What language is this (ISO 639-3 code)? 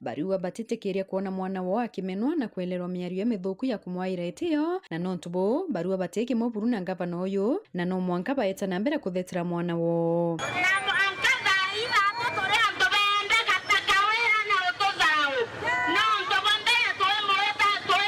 mer